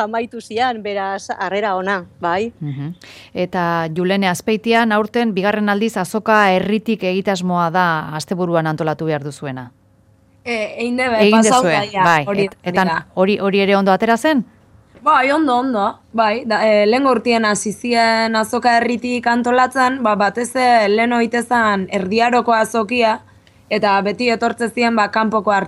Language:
Basque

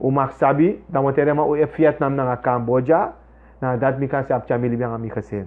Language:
Sranan Tongo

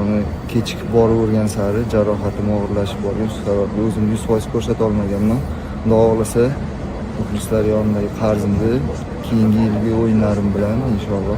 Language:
Uzbek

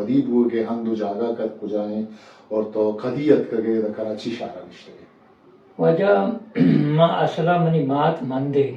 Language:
Eastern Balochi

